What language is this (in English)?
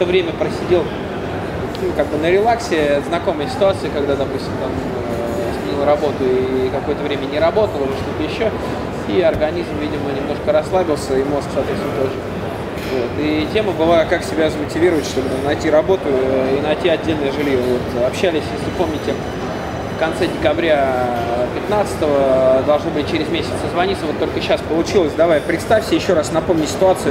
Russian